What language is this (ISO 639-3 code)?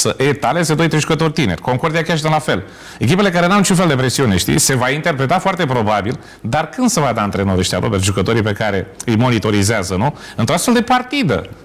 ron